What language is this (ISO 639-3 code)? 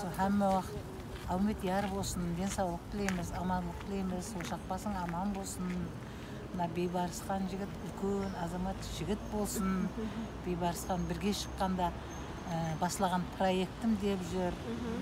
kaa